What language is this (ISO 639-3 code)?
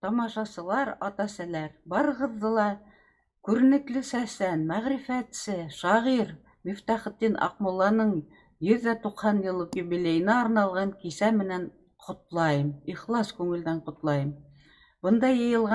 bak